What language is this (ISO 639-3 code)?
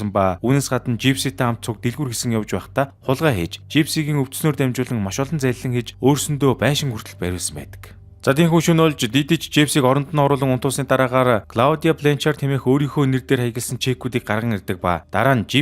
mon